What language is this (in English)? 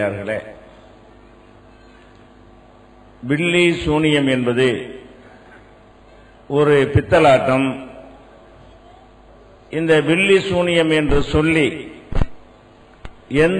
Tamil